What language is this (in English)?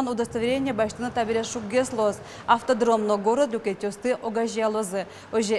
Udmurt